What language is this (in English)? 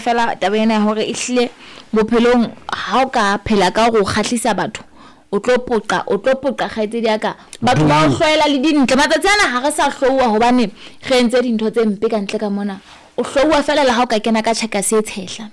Southern Sotho